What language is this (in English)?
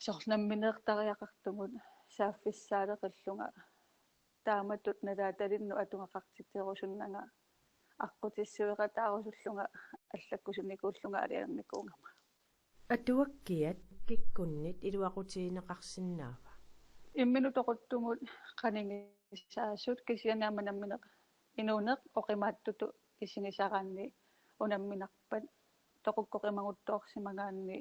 Kalaallisut